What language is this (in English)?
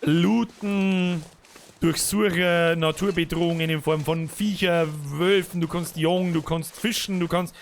Bavarian